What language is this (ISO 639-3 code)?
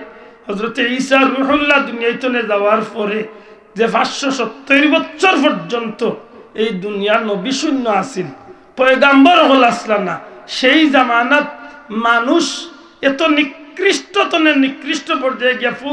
syl